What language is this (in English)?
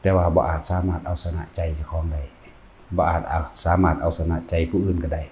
Lao